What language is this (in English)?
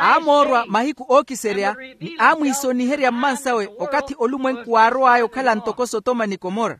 Makhuwa